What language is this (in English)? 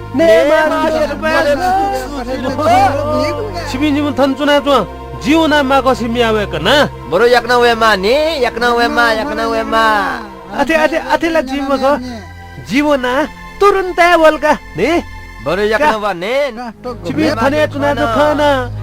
Newari